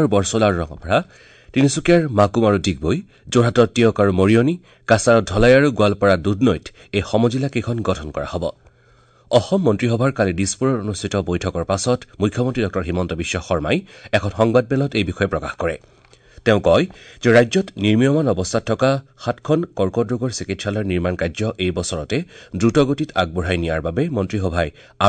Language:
Assamese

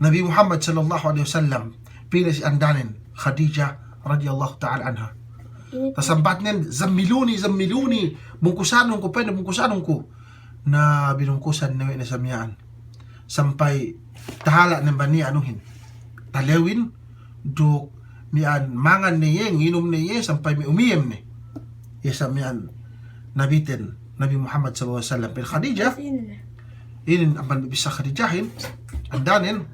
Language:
Yakan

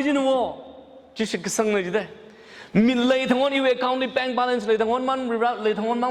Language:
Tangkhul Naga (India)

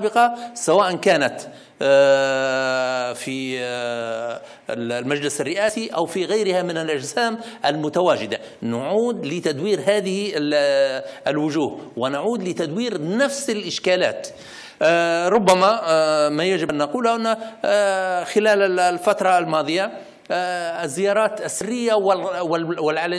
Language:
Arabic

